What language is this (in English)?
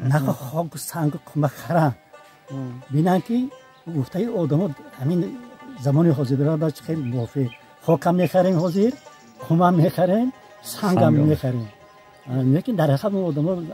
Tajik